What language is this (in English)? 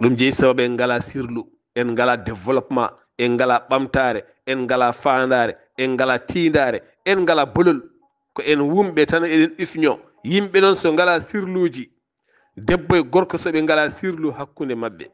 Fula